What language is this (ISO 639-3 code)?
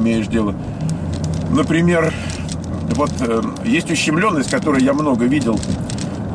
rus